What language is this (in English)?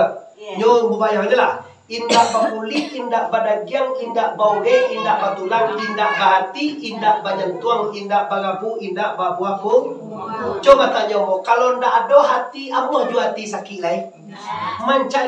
Minangkabau